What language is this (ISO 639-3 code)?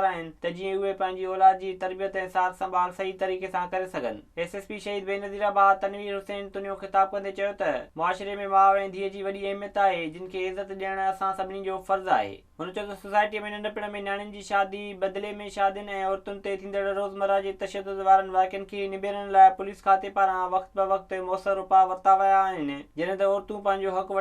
snd